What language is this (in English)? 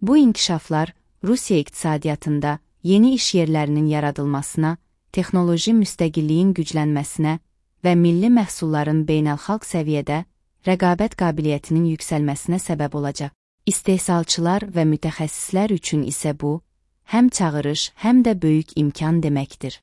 Azerbaijani